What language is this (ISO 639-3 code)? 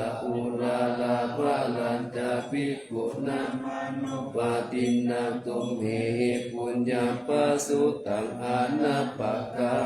pli